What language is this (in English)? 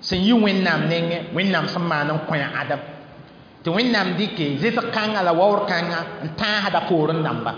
Mossi